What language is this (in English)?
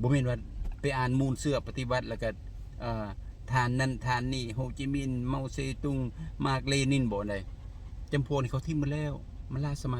Lao